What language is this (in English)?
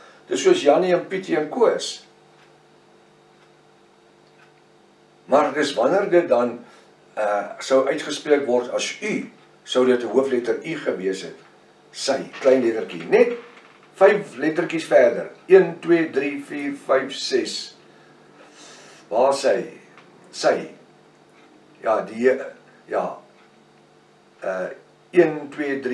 Afrikaans